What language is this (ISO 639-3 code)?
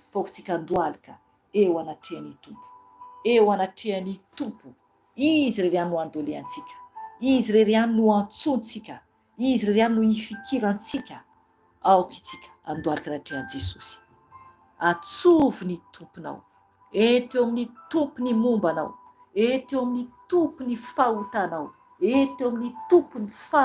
mlg